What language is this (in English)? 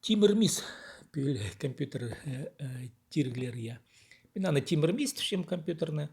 Khakas